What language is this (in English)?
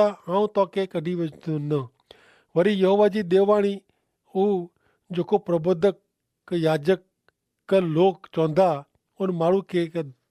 Kachhi